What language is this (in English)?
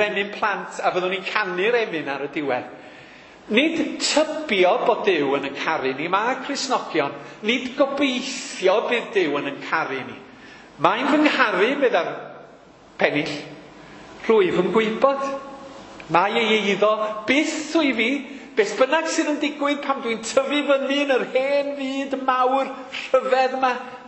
Welsh